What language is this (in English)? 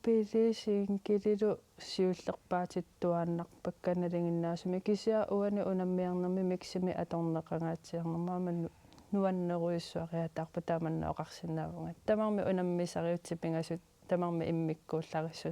Kalaallisut